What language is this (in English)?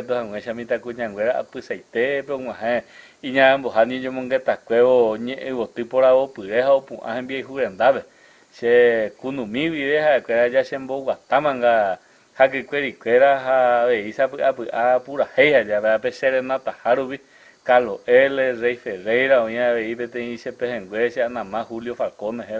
Guarani